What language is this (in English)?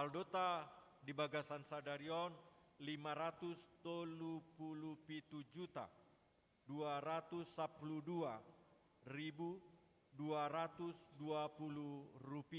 Batak Toba